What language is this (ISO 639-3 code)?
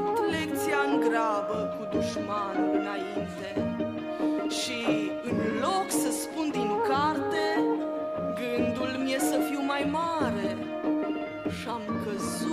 ron